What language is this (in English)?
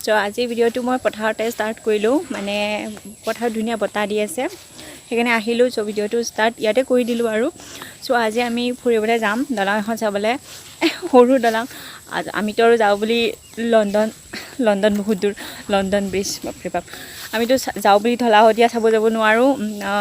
Assamese